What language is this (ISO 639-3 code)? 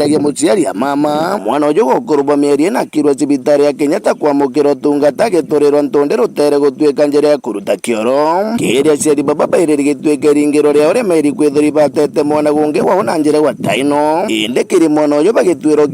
mer